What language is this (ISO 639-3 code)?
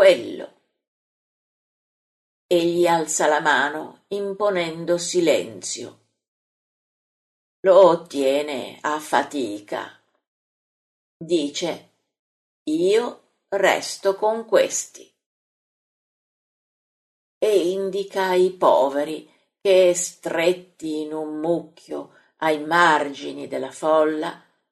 ita